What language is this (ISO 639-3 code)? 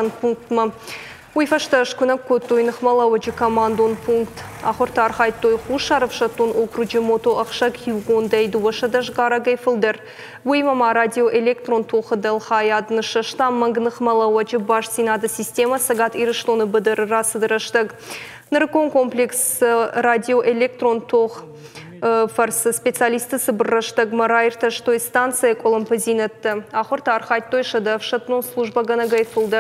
oss